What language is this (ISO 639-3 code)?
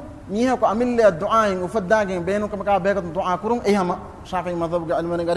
div